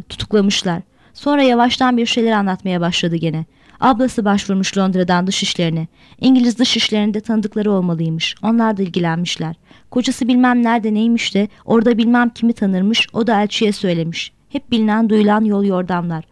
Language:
Turkish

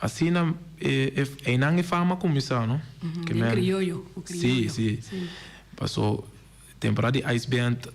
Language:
Papiamento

